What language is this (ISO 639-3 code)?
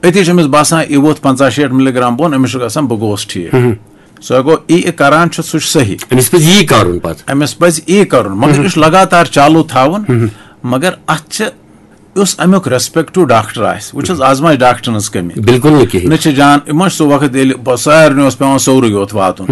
kas